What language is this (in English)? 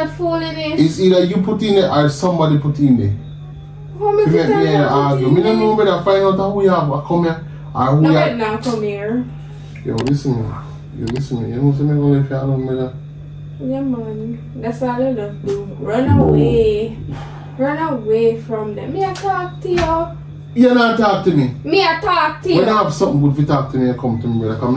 Jamaican Creole English